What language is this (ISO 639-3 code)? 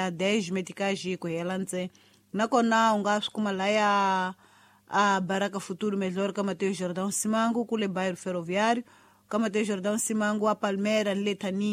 tso